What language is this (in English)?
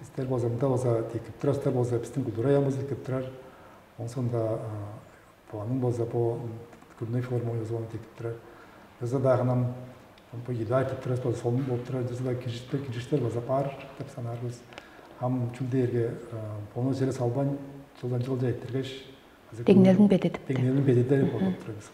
Tuvinian